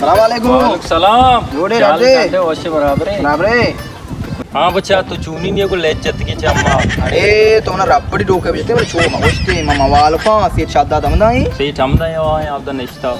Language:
Baluchi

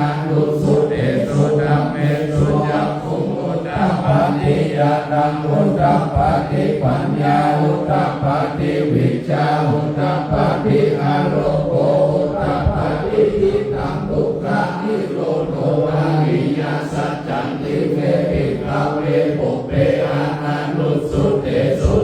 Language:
Pali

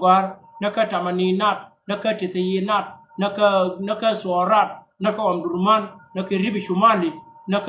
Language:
Nuer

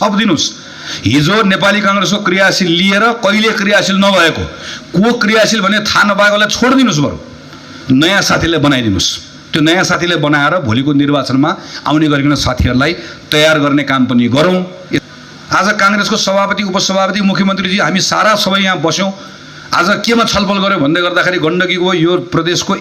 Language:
Nepali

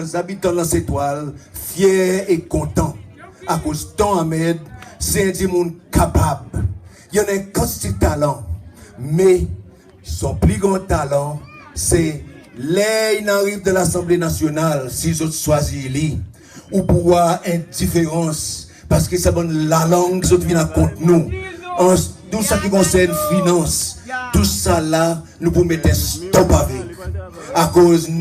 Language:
Seselwa Creole French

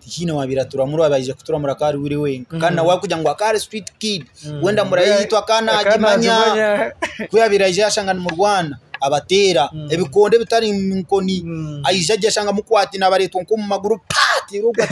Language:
Nyankole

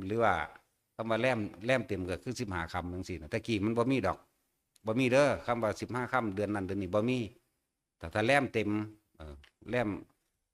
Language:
Northeastern Thai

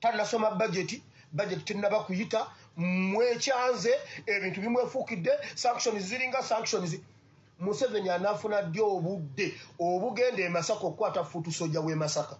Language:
Ganda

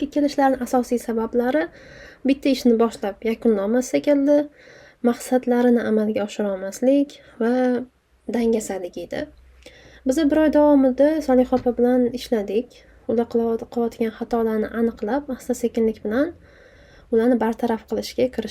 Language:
Uzbek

